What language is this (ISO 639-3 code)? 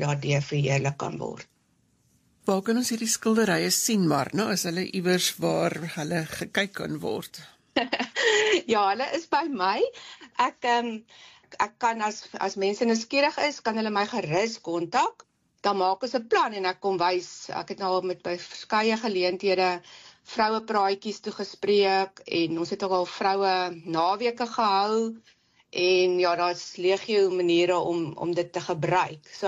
afr